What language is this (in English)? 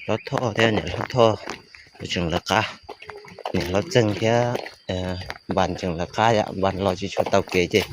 Hmong